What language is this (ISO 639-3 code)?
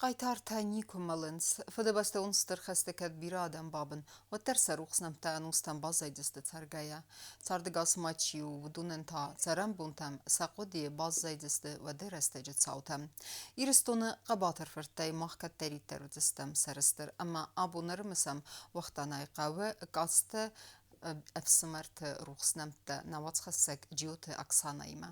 oss